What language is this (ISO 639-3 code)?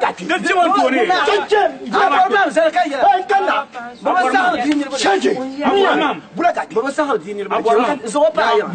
dag